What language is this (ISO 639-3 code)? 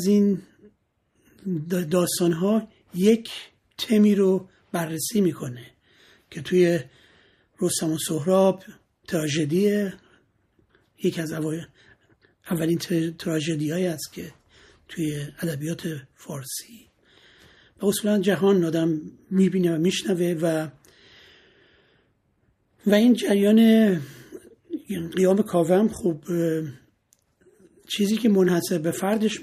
fas